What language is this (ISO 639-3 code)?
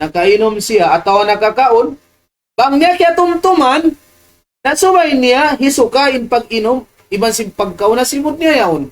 tsg